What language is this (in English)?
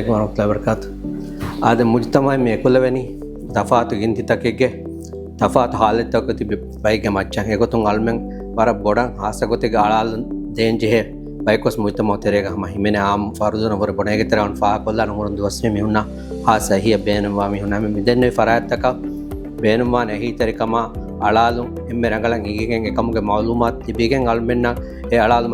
Divehi